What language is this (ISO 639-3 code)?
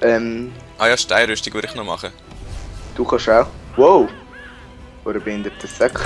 gsw